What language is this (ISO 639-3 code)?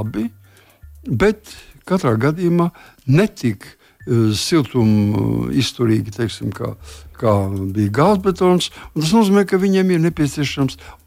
lav